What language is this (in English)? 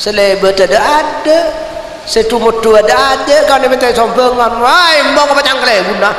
Madurese